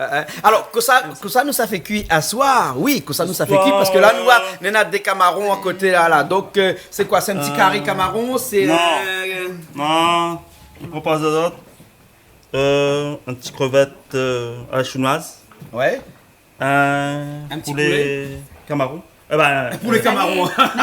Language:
Réunion Creole French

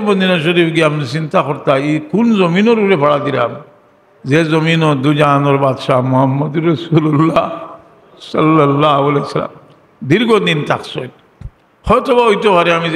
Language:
Sylheti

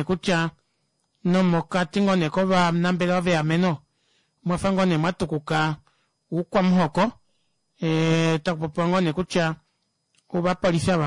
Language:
Kuanyama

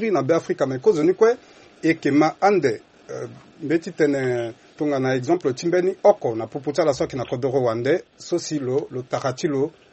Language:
Sango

